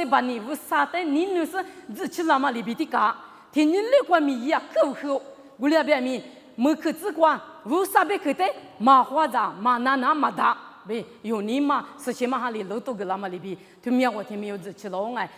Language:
Lisu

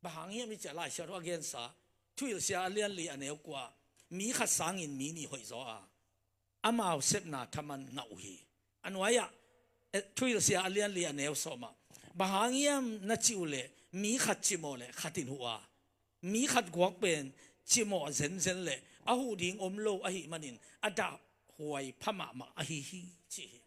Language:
Tedim Chin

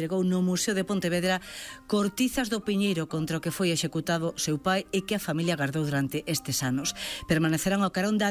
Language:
Galician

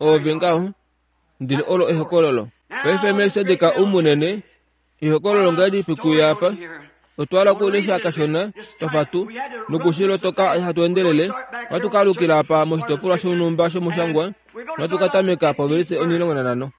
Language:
Kuanyama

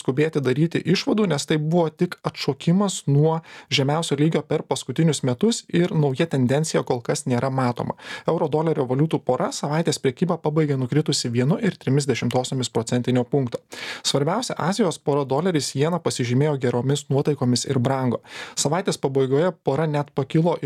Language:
Lithuanian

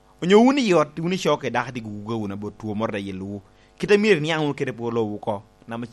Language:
Lango (Uganda)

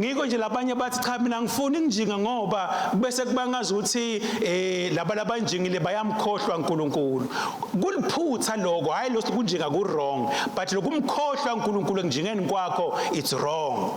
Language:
Swati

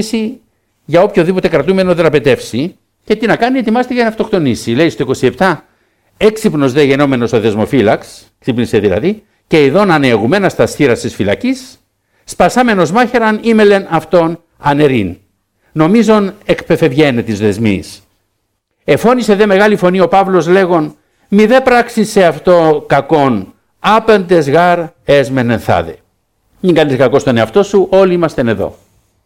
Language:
Greek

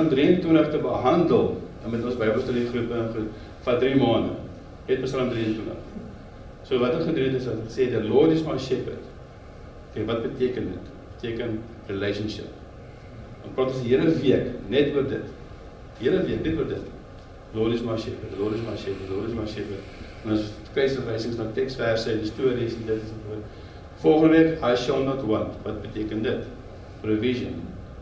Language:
Afrikaans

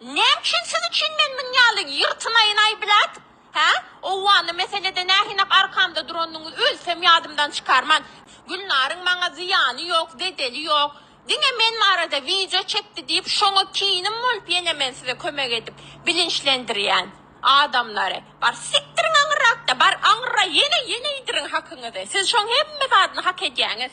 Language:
Turkmen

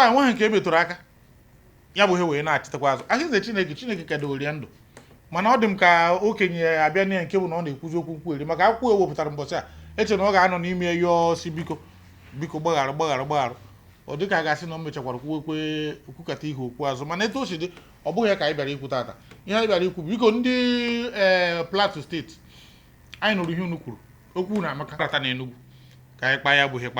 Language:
Igbo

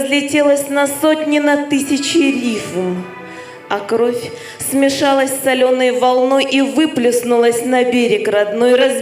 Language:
Crimean Tatar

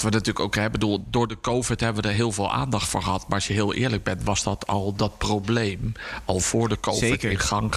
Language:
Dutch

